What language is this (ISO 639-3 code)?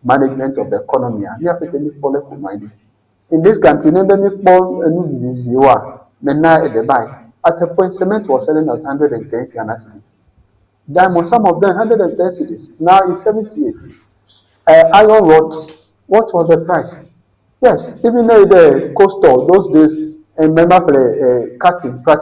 ewe